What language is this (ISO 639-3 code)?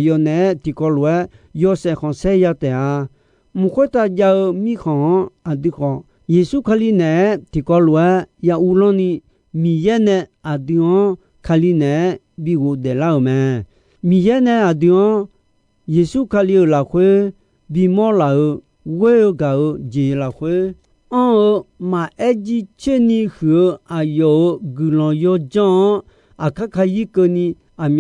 ahk